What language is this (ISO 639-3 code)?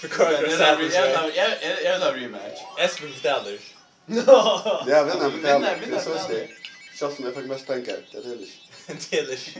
fao